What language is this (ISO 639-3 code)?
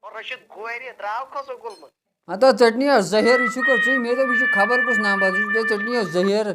kas